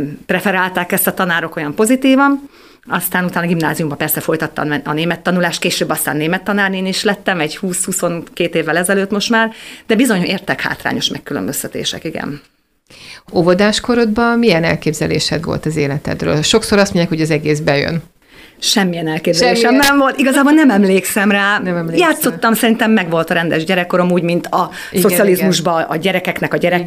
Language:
Hungarian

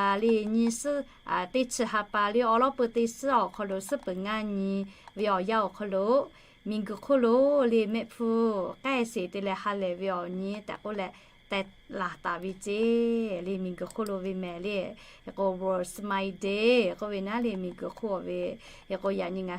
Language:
Lahu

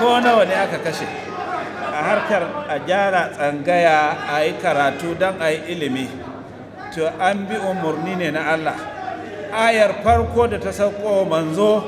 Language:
Hausa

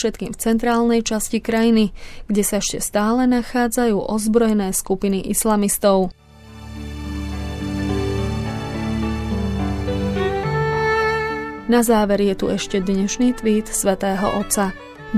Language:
Slovak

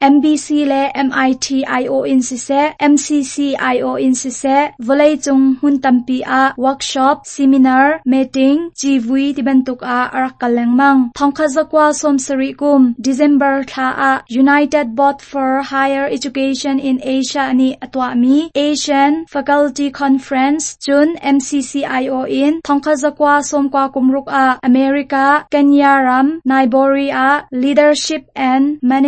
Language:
Hakha Chin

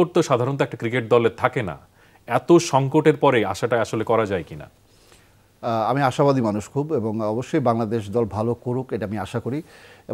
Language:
Bangla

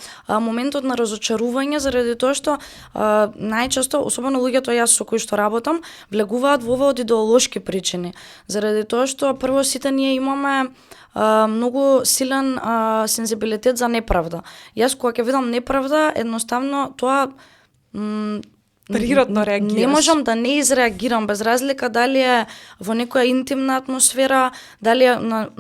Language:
Macedonian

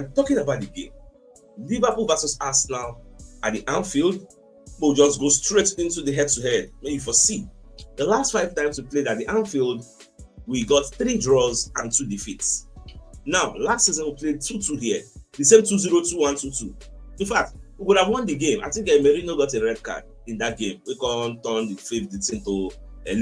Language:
Nigerian Pidgin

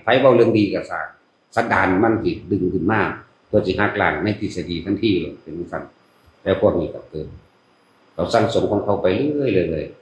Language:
Northeastern Thai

